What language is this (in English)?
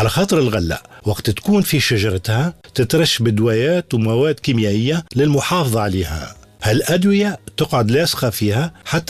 Tunisian Arabic